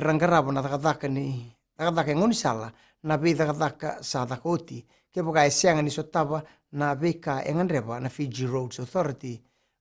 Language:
Fijian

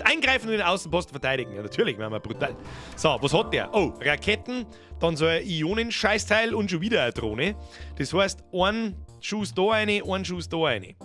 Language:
Bavarian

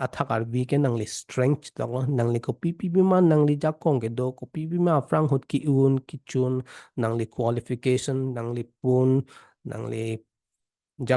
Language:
Karbi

